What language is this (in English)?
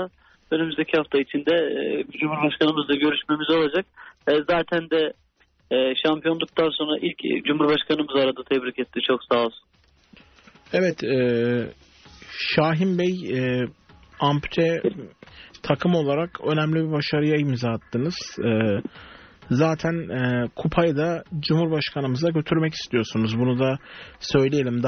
Turkish